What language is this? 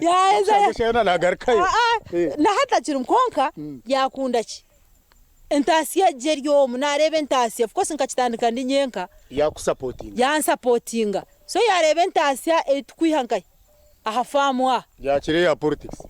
Nyankole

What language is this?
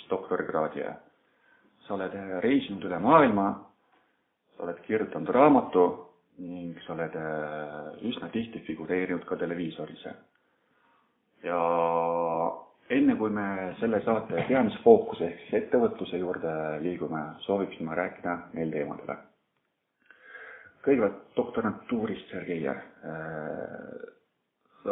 Estonian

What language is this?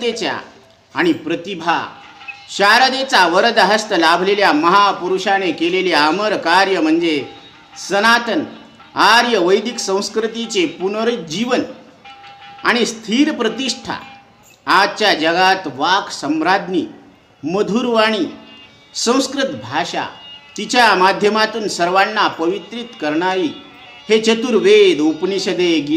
Marathi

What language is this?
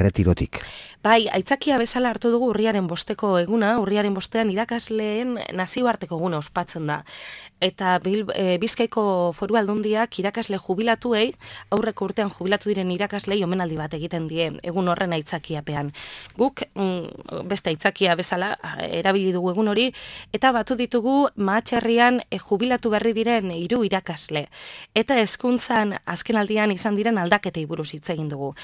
Basque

